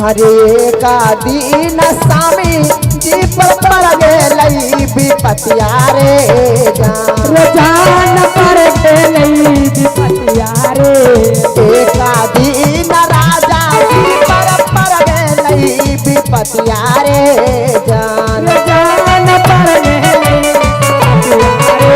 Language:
Magahi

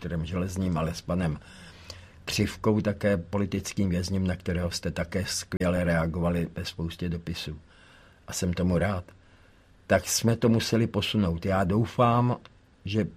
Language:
Czech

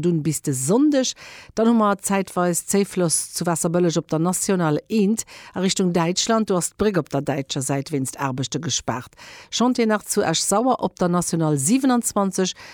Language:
Luxembourgish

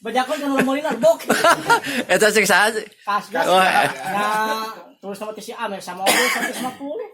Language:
Sundanese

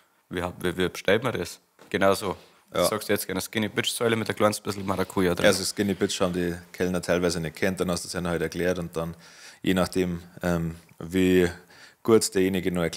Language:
Bavarian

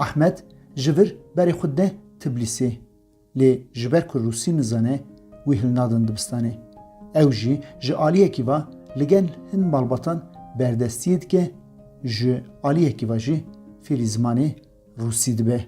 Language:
Kurdish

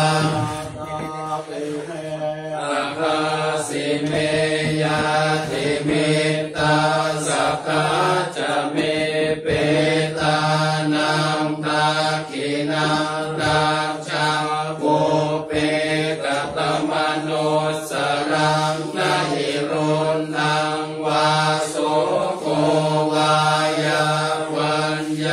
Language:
Pali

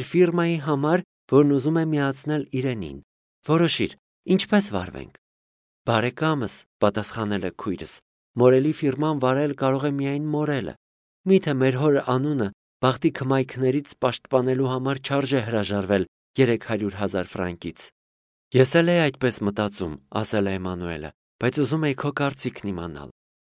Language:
Armenian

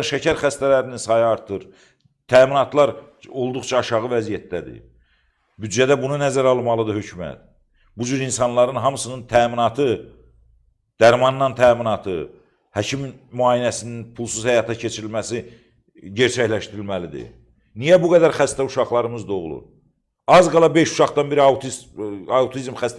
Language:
Azerbaijani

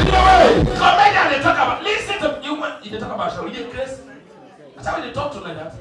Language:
Nigerian Pidgin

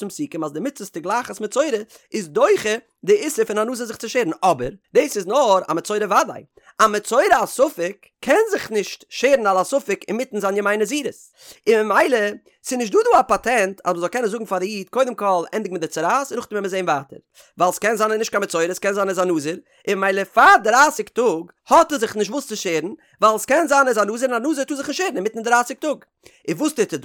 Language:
Yiddish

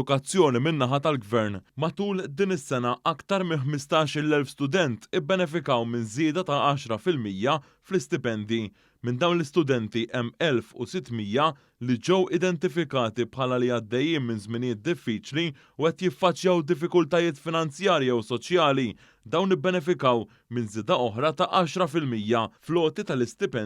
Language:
Maltese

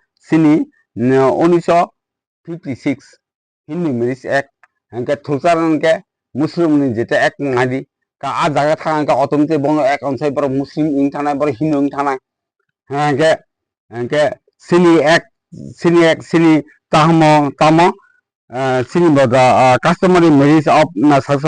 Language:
Kok Borok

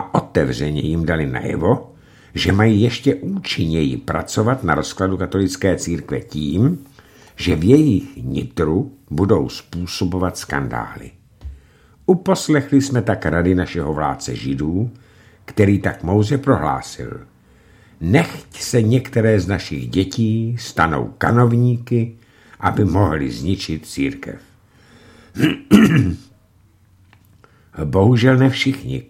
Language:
Czech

